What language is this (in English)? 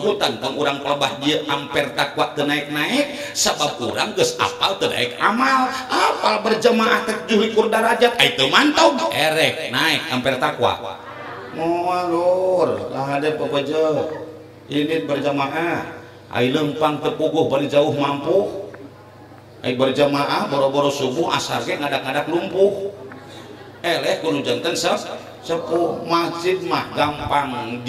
Sundanese